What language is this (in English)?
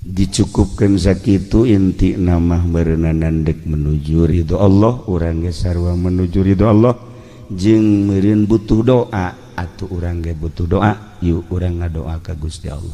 Sundanese